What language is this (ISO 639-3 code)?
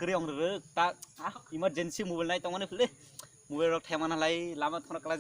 trp